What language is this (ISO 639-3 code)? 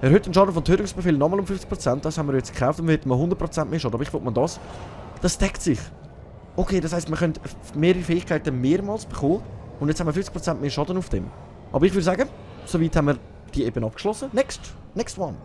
gsw